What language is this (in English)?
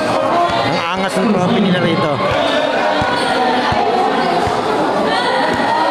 Filipino